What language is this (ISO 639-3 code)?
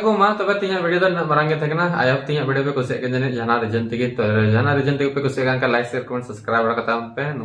sat